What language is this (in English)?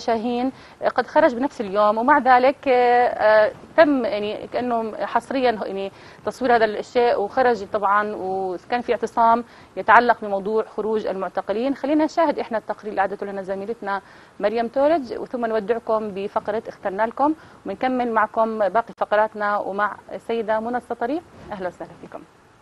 Arabic